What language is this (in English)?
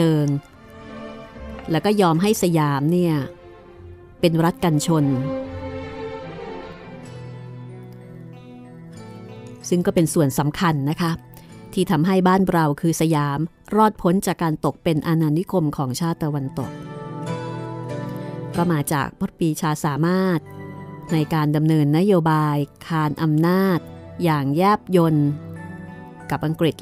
Thai